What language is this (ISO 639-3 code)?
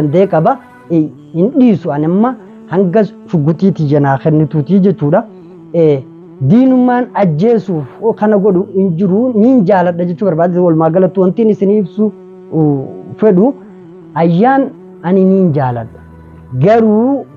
orm